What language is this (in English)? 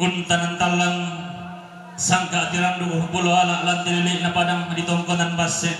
Toraja-Sa'dan